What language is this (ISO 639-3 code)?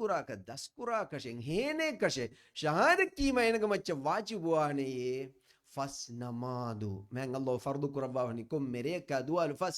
div